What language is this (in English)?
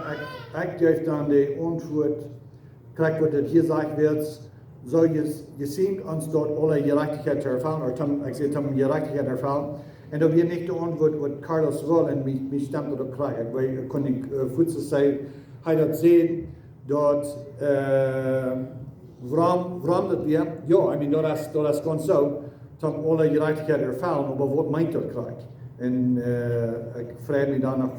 Plautdietsch